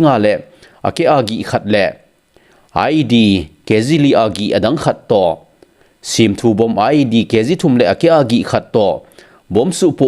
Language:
Thado Chin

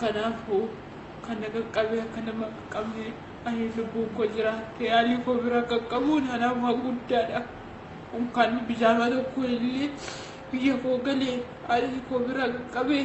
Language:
Oromo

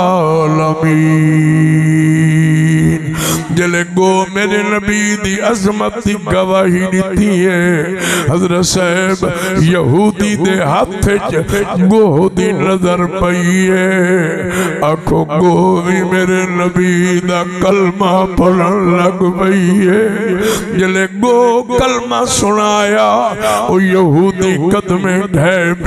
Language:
Saraiki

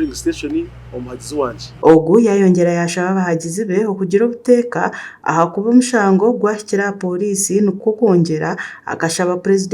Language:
Nyankole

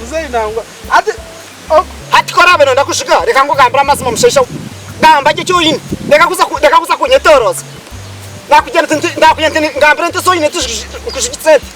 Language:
Nyankole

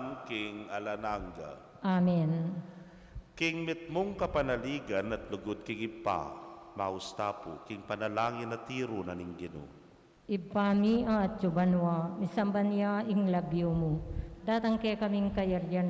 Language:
Pampanga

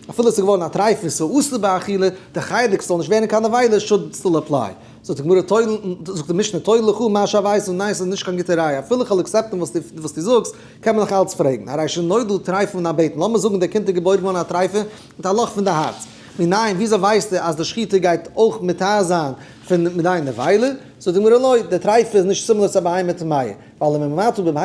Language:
Yiddish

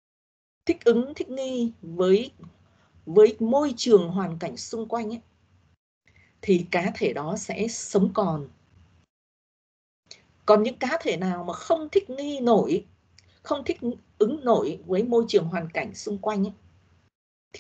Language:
Vietnamese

